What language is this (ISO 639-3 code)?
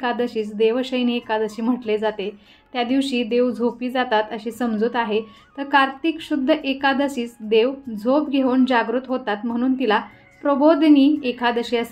mar